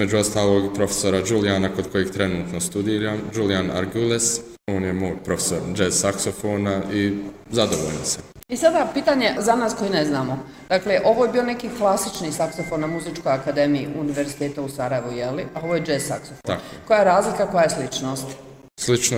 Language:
Bosnian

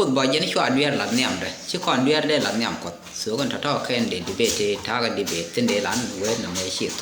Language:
Nuer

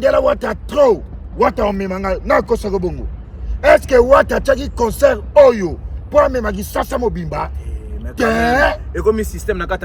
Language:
Lingala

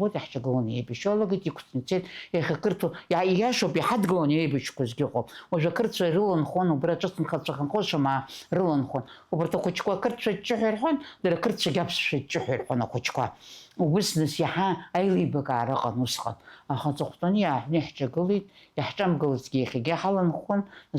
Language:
Abkhazian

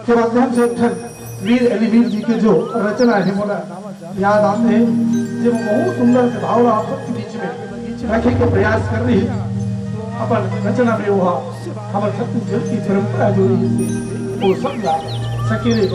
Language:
Chhattisgarhi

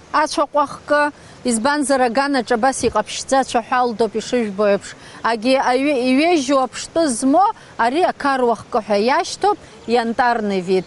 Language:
Abkhazian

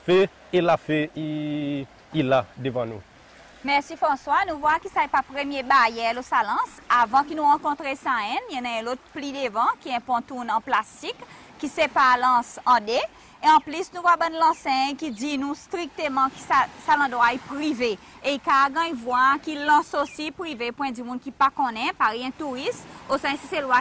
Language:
Seselwa Creole French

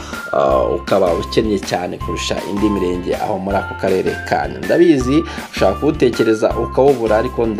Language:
Kinyarwanda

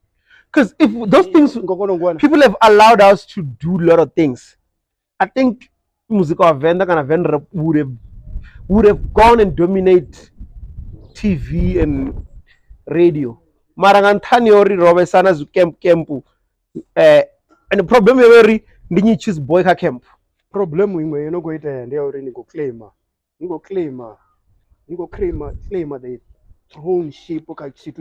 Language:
Venda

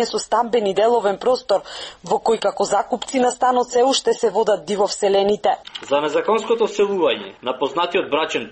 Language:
Macedonian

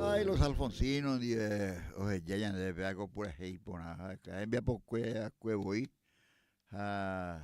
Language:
Guarani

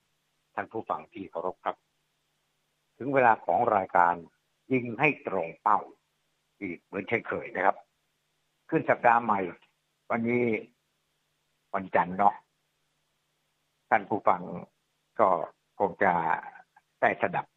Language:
Thai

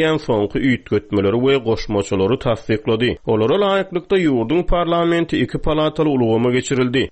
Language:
Turkmen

